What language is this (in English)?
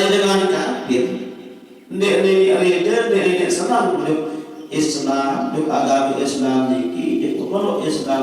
Sasak